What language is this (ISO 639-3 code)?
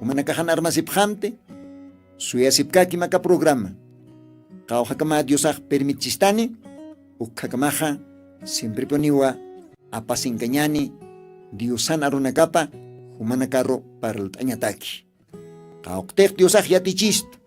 aym